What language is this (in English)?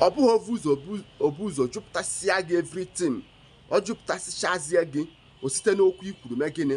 Igbo